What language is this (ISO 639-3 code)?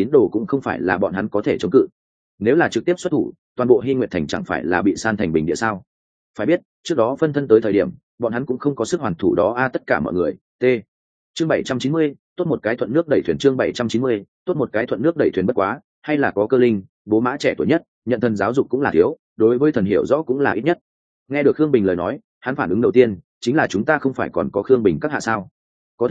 vie